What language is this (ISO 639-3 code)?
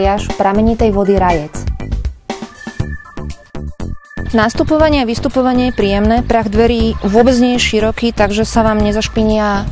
slk